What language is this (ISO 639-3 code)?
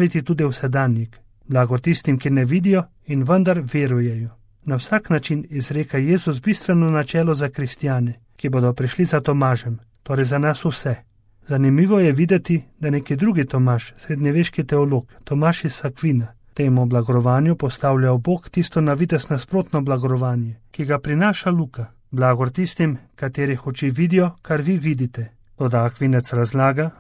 slv